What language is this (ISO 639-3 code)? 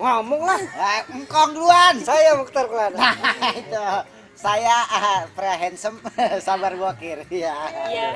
bew